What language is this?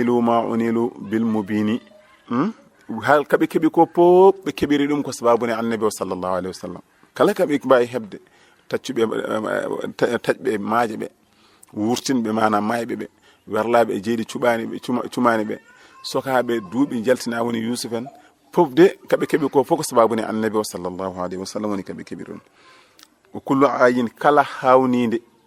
Fula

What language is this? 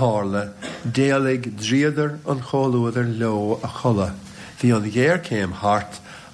Irish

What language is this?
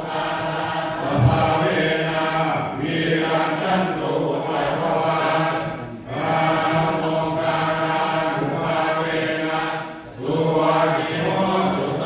Pali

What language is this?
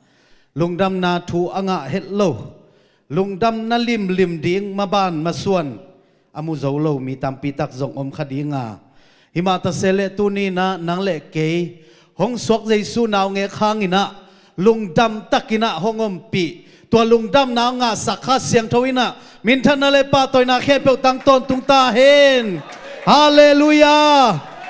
Tedim Chin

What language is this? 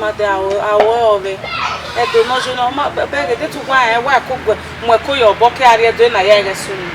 Bini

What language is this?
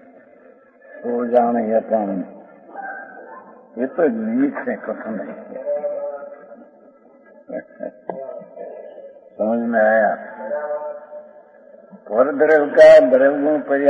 Hindi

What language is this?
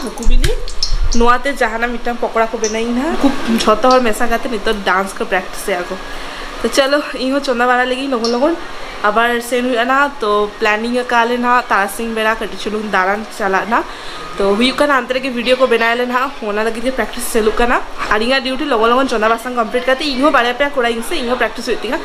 Santali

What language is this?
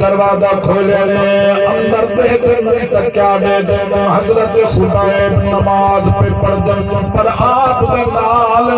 Saraiki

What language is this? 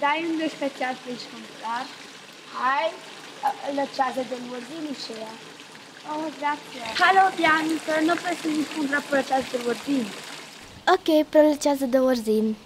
Romansh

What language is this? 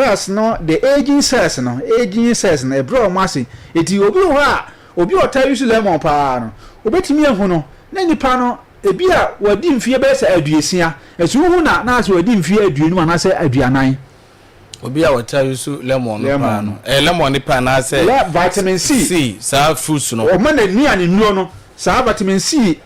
Akan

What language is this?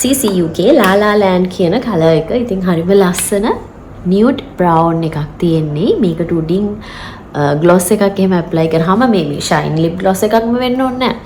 Sinhala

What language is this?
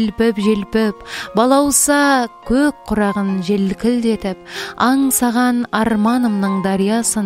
Kazakh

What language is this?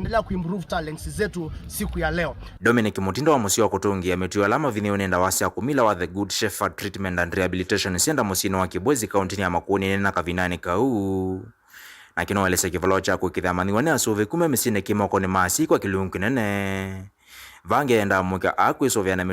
Kamba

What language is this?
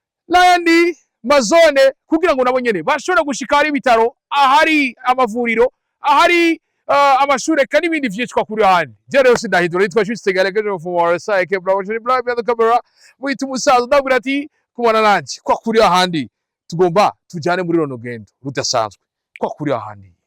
Rundi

